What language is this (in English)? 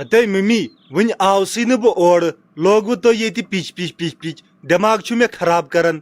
Kashmiri